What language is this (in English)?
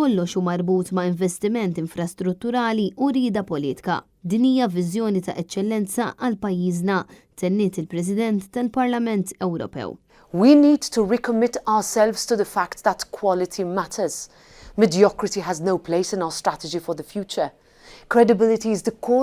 Maltese